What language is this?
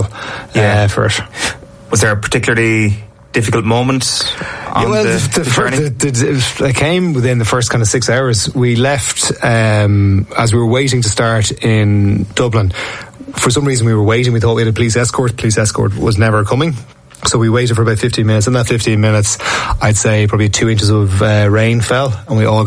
English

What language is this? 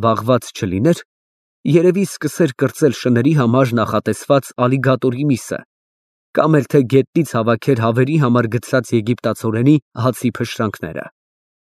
Armenian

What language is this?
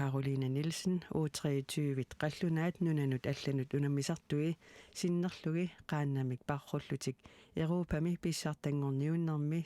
Kalaallisut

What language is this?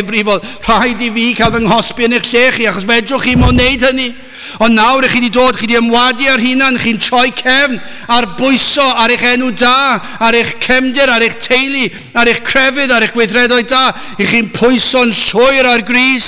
Welsh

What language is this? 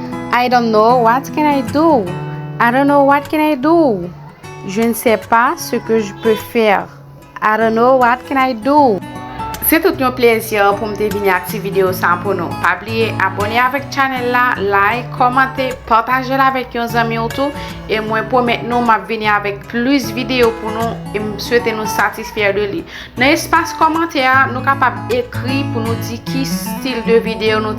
Haitian Creole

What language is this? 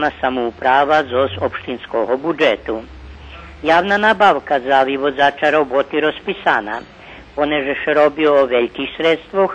Rusyn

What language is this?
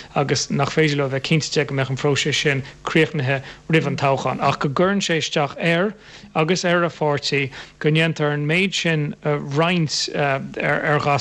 Irish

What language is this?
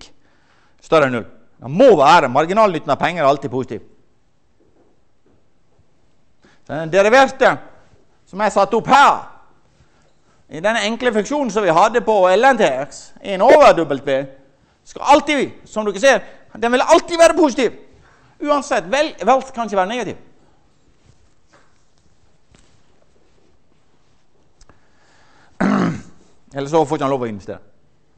Norwegian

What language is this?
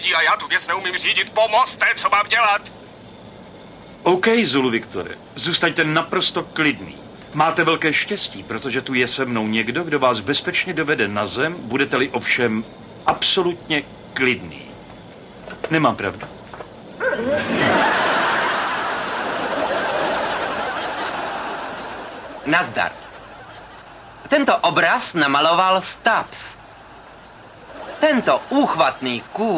Czech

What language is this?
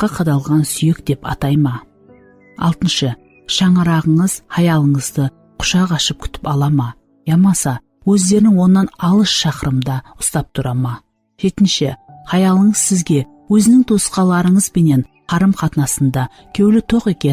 Kara-Kalpak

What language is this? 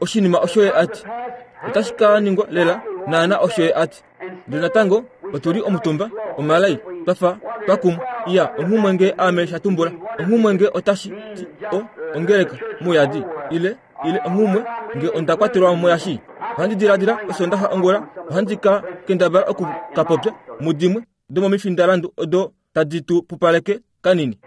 Kuanyama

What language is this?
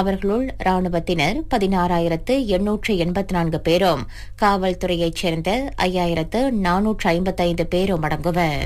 Tamil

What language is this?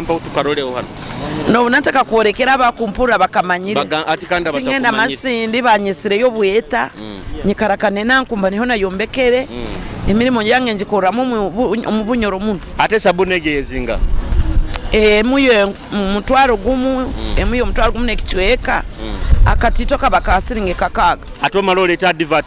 Nyoro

